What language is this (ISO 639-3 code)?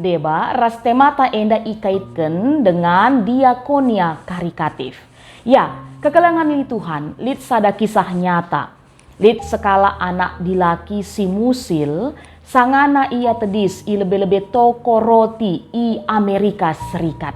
btx